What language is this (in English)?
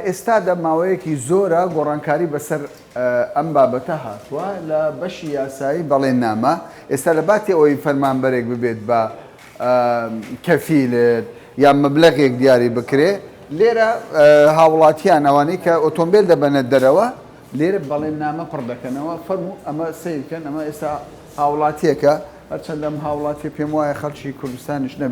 Central Kurdish